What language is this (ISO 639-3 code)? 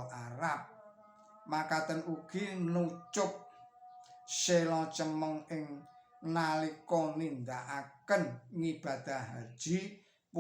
jav